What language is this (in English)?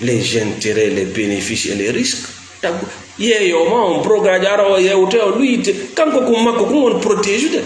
Fula